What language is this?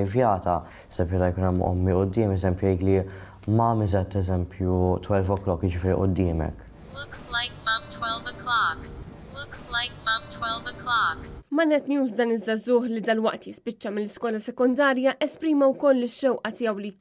Maltese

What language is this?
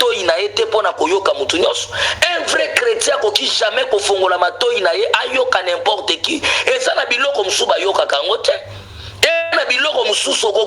Lingala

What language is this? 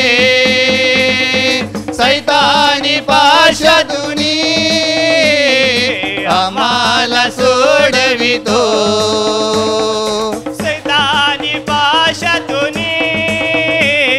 Marathi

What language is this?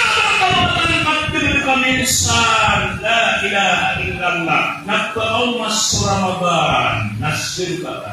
Maranao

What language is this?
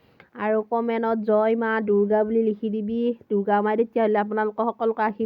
Assamese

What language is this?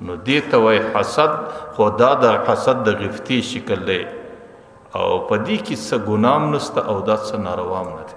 Pashto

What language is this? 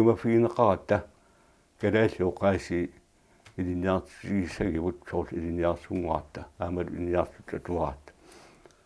Kalaallisut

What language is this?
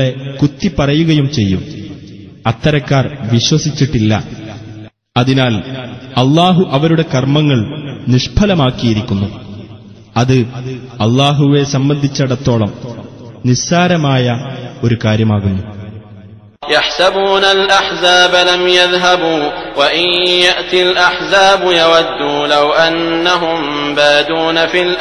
Malayalam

